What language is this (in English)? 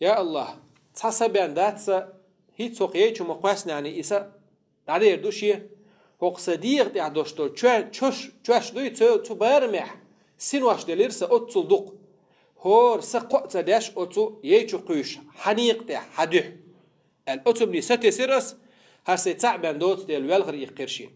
Chechen